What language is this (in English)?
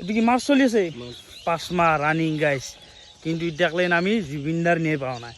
Assamese